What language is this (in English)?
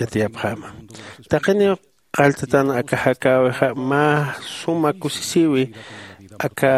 Aymara